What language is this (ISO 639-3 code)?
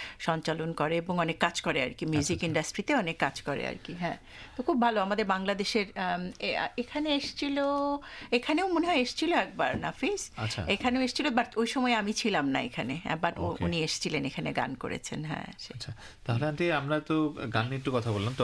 ben